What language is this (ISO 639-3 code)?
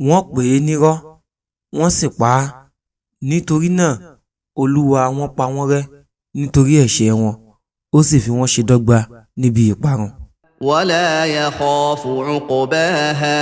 yor